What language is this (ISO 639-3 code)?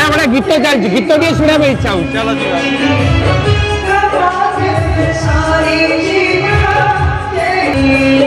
ori